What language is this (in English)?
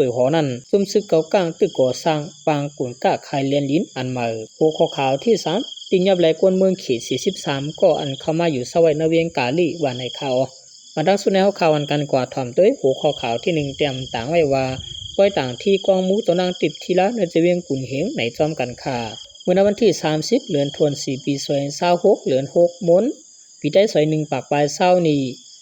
Shan